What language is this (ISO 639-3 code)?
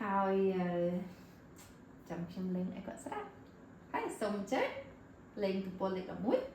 khm